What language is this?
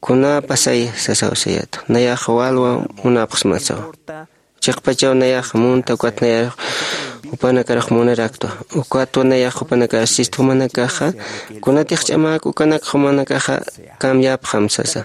Aymara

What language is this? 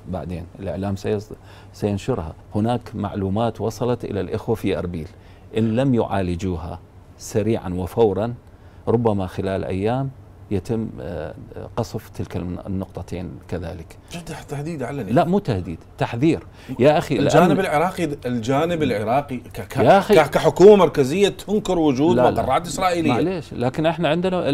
Mesopotamian Arabic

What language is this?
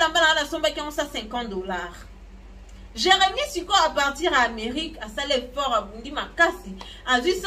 Lingala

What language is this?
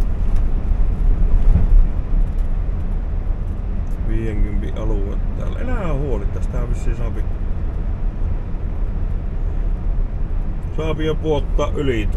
Finnish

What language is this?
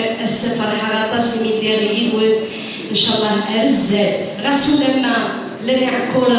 Kabyle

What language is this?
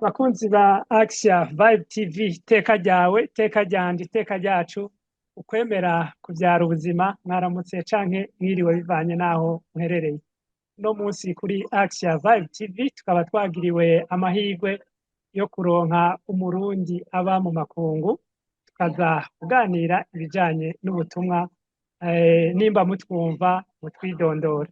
Rundi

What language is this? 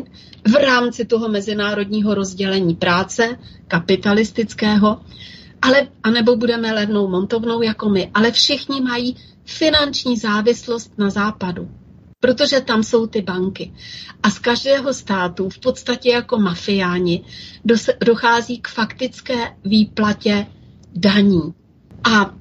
Czech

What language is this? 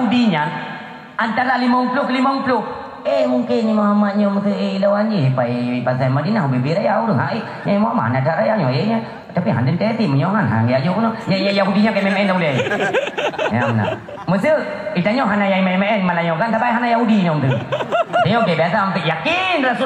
Achinese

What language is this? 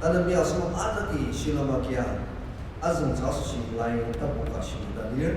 Ao Naga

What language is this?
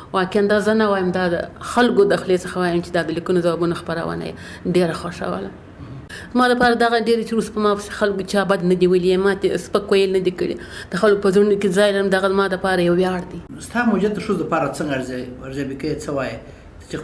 Pashto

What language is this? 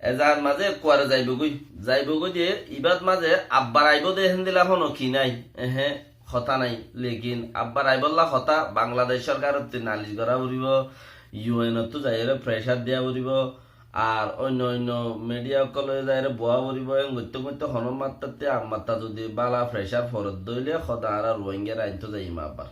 Rohingya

